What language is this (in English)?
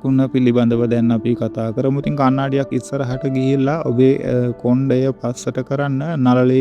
Sinhala